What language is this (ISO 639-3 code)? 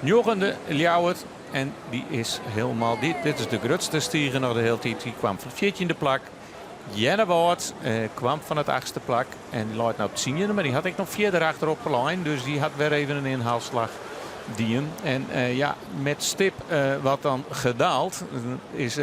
fry